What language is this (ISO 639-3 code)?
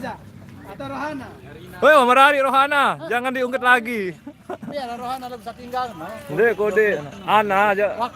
sas